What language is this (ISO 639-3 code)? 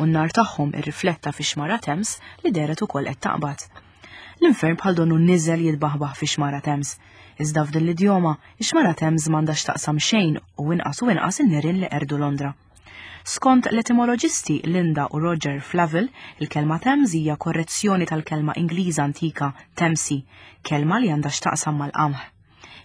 mlt